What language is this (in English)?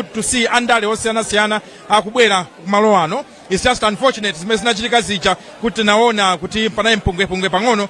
Nyanja